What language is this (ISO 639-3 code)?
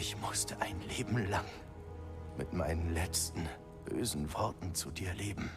bar